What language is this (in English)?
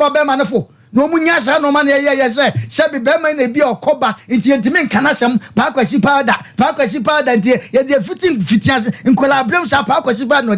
Akan